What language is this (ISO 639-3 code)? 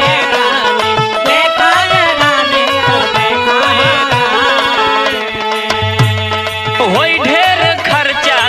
bho